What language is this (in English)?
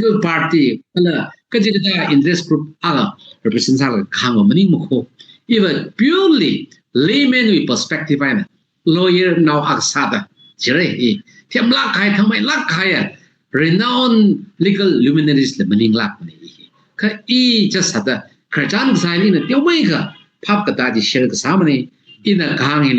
Tangkhul Naga (India)